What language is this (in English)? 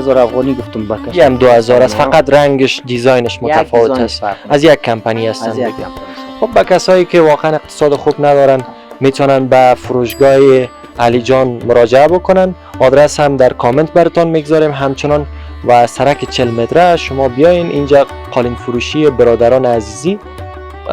Persian